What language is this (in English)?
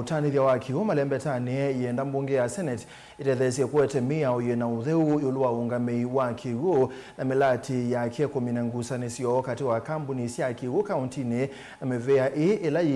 Kamba